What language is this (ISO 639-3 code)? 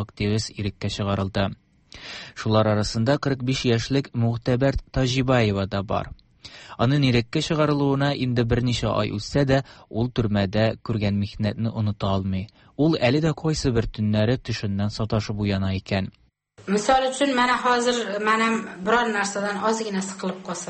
tat